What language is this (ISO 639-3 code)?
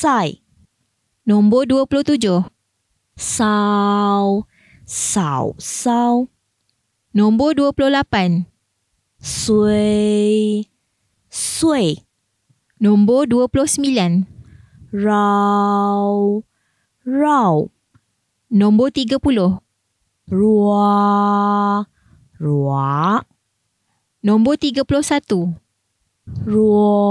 msa